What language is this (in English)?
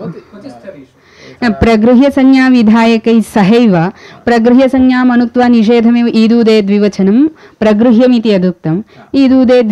Sanskrit